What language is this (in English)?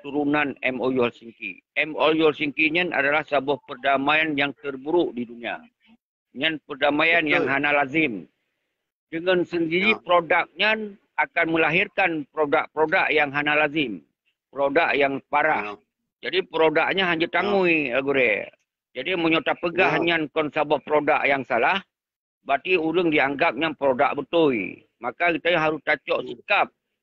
Achinese